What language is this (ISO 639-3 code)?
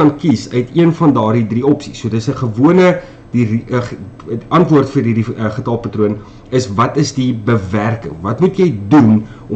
afr